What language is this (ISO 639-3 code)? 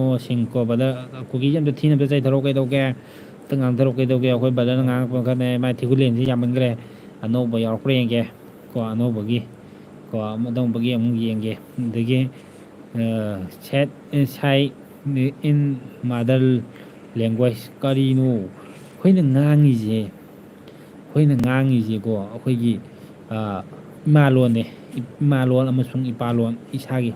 mni